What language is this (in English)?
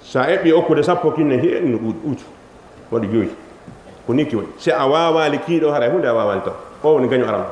Fula